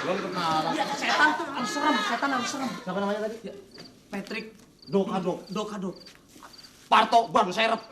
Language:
Betawi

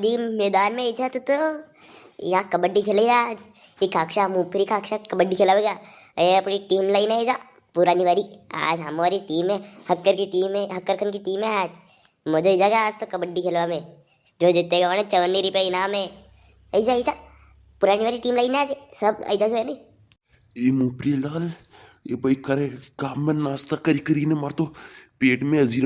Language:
Rajasthani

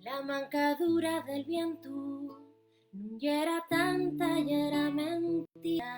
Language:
Asturian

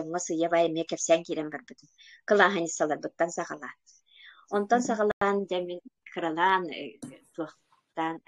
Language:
Yakut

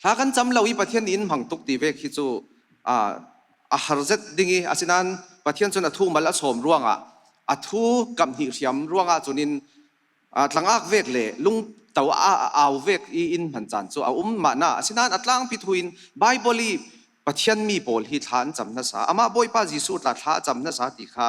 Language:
Falam Chin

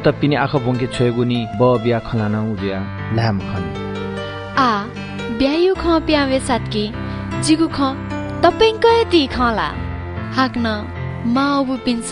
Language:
Newari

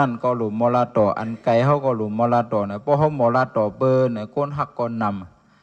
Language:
Shan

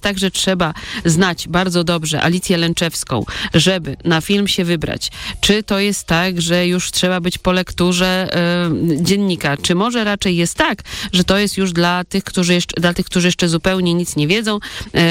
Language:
Polish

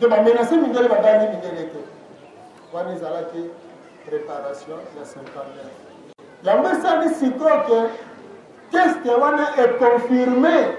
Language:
Lingala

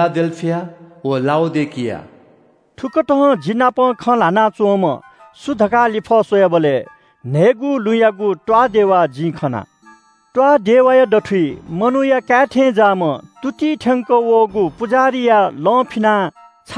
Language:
Newari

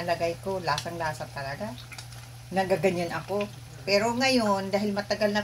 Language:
Filipino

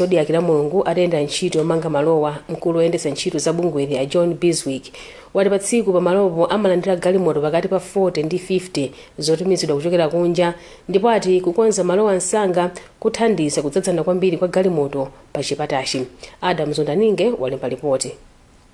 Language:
Nyanja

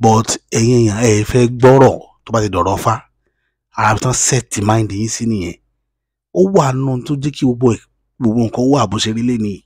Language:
Yoruba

